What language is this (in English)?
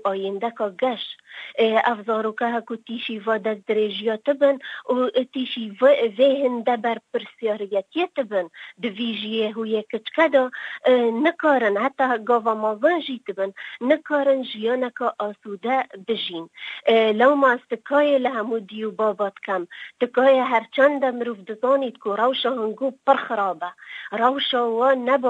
Kurdish